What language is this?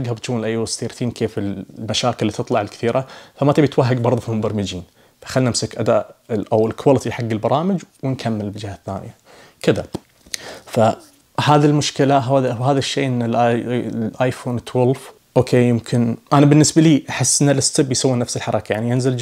Najdi Arabic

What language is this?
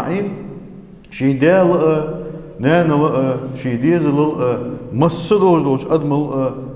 Ingush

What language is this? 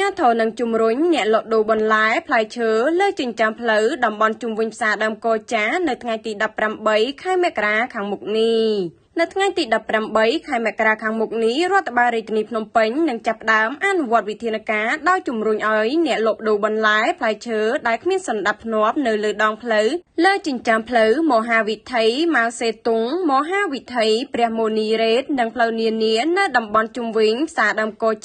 Khmer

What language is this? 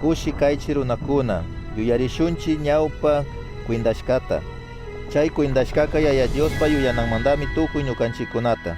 Chimborazo Highland Quichua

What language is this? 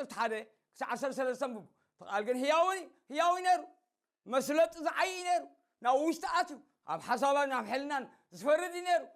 Tigrinya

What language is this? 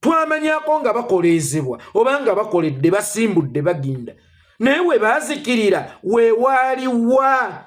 Ganda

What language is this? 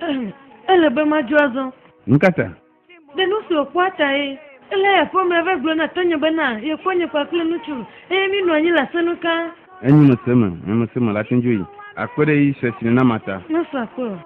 Ewe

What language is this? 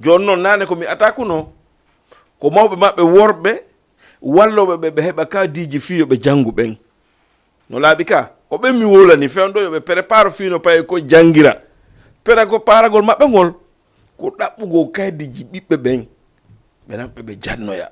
Fula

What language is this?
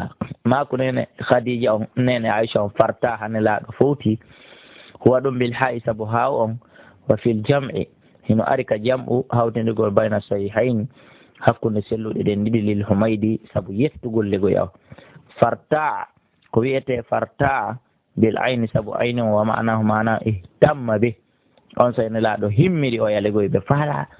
Fula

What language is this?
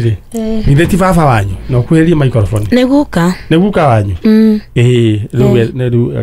Kikuyu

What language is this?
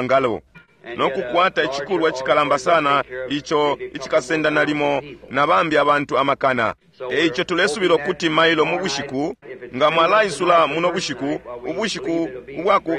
Bemba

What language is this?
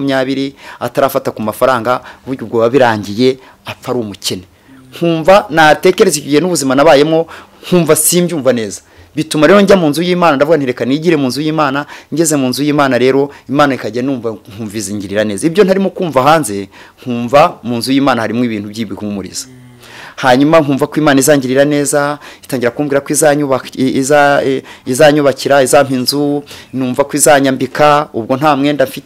Kinyarwanda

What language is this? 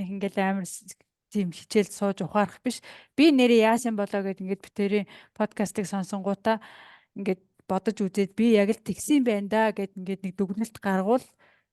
Mongolian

